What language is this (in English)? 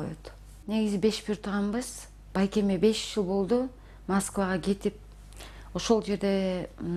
Kyrgyz